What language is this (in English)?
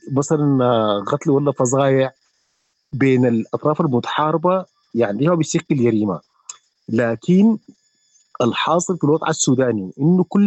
Sudanese Arabic